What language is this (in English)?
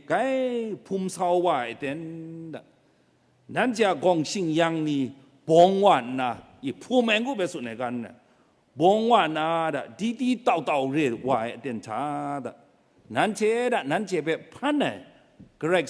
Kachin